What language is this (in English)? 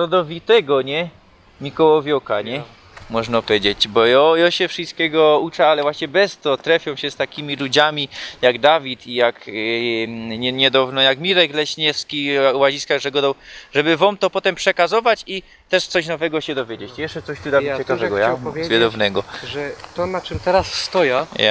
Silesian